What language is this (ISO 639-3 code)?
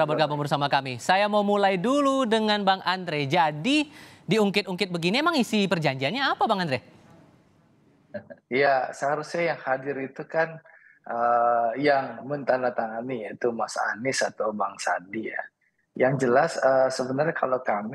ind